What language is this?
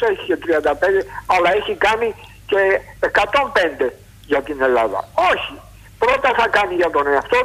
Greek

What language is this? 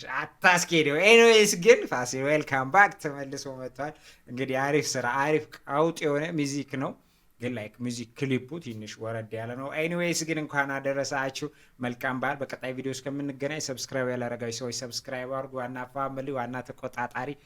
Amharic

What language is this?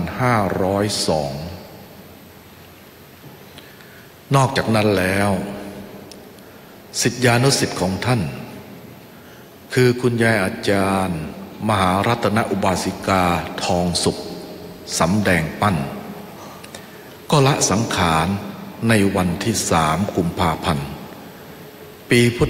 Thai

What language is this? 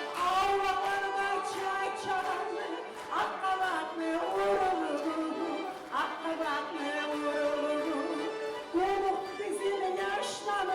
Kumyk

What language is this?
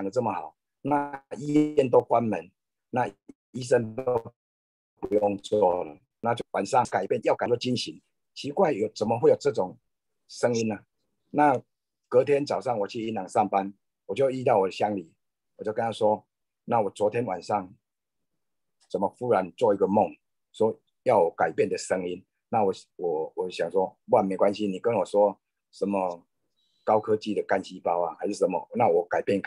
Chinese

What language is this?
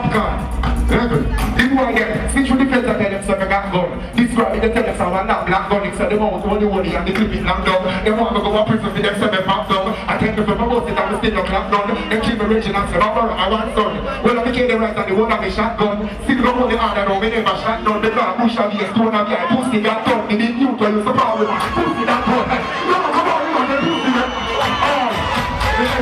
Jamaican Creole English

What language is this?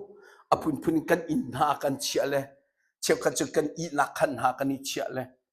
Hakha Chin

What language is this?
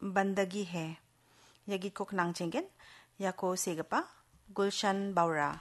Garo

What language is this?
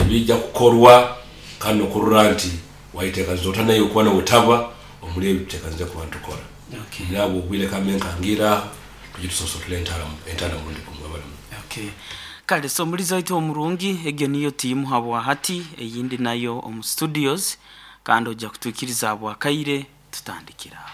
Nyoro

